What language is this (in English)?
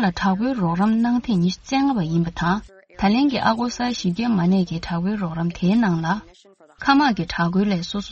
Tibetan